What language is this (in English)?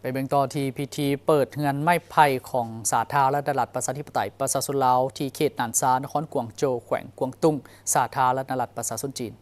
Lao